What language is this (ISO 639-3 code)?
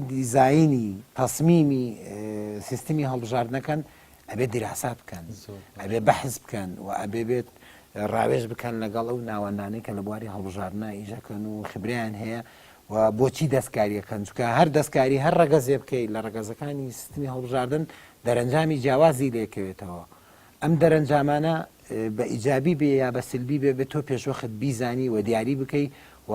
ckb